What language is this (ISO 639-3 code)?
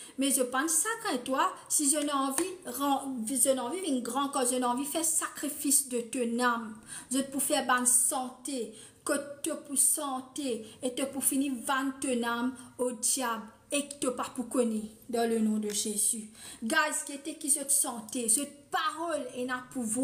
mfe